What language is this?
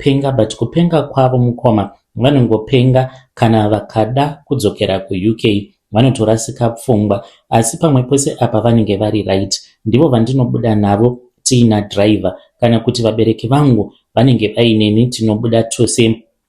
Shona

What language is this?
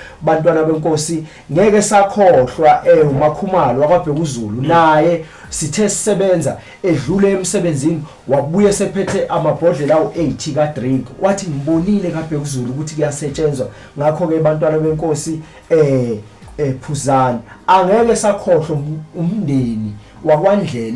Zulu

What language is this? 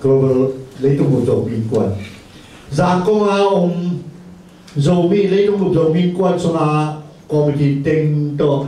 Tedim Chin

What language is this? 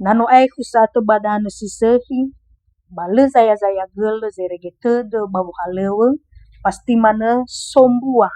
Nias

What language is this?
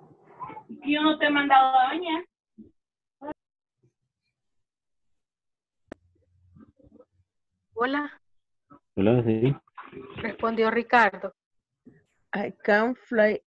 Spanish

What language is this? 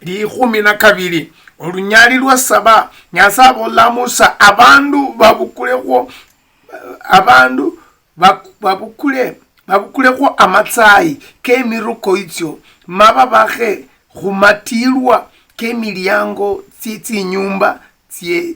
Luyia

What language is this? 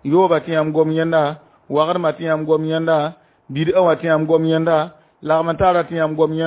Mossi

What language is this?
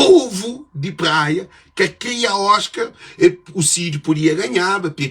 Kabuverdianu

